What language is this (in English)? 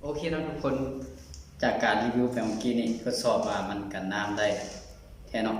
Lao